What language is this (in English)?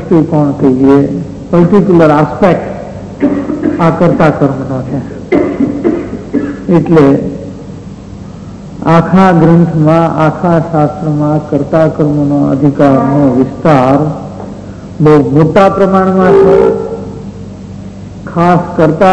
Gujarati